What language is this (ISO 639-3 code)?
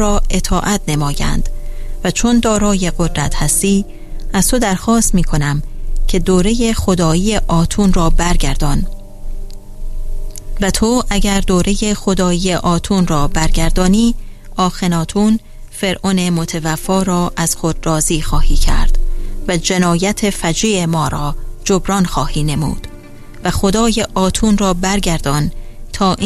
fas